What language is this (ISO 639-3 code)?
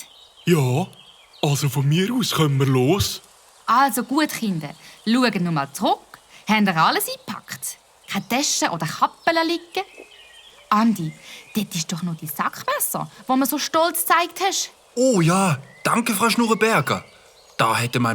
gsw